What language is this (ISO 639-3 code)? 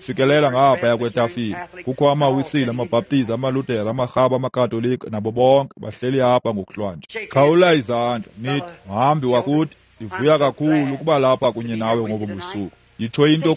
xho